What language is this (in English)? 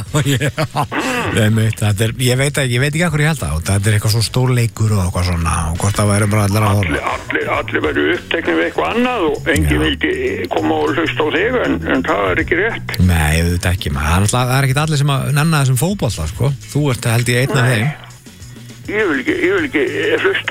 Icelandic